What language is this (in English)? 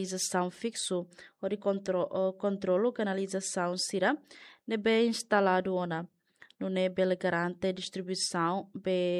Tetum